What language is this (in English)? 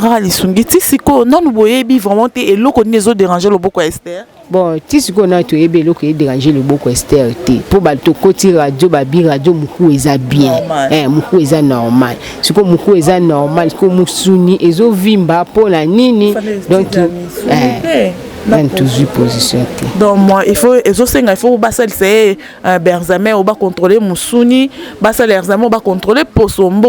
Lingala